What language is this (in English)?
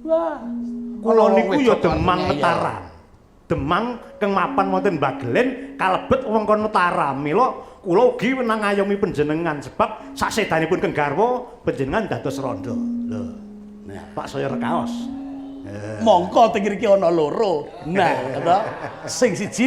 Javanese